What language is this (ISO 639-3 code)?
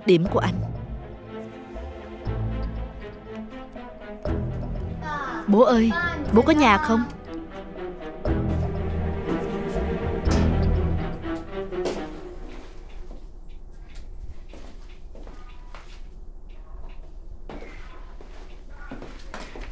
vie